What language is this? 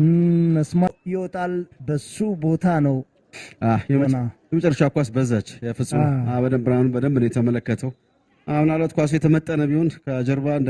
Amharic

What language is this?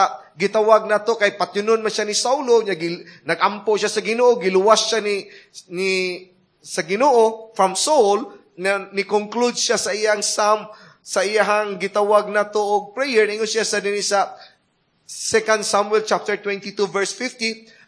Cebuano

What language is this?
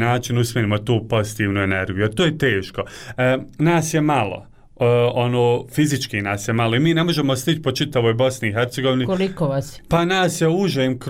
Bosnian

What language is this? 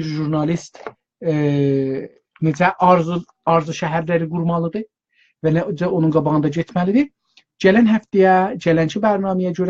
South Azerbaijani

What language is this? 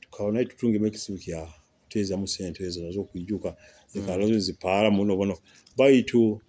Nyoro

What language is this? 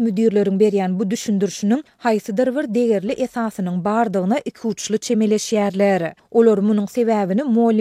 Turkmen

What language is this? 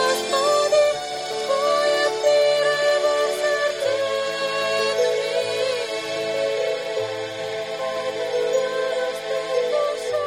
Bulgarian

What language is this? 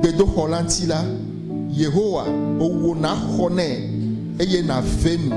Ewe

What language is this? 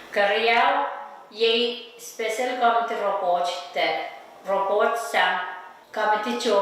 Pohnpeian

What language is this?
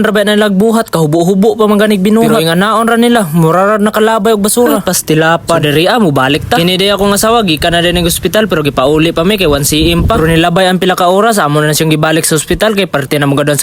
Cebuano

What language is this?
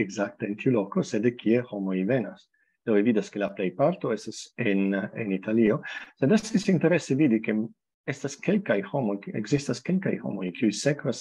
Esperanto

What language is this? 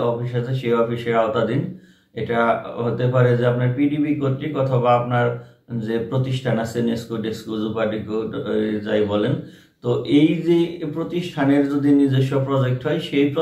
Bangla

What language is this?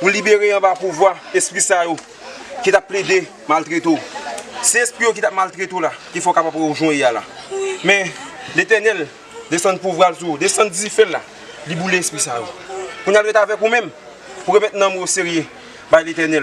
Haitian Creole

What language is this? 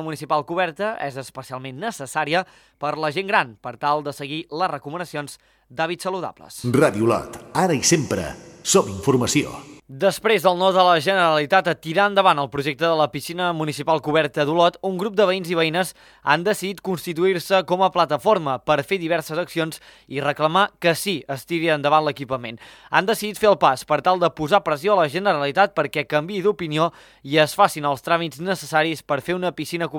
Catalan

